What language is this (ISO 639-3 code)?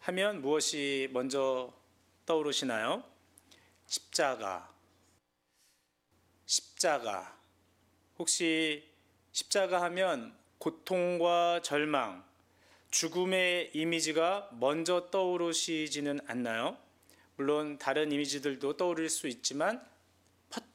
kor